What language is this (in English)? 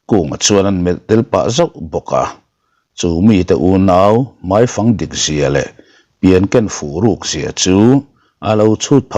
Mizo